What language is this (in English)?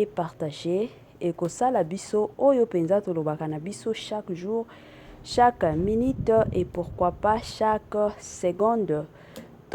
Lingala